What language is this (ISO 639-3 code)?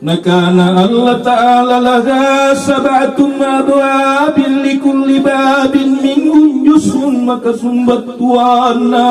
mak